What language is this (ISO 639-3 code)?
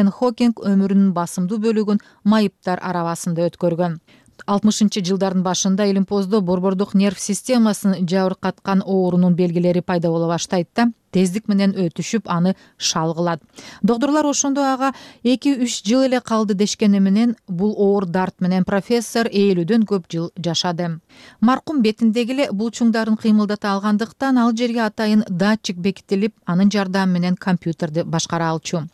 kir